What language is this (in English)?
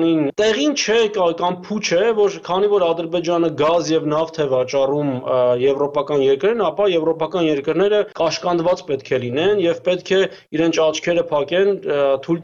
Armenian